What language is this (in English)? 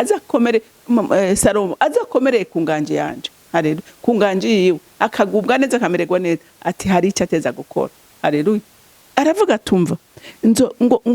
Rundi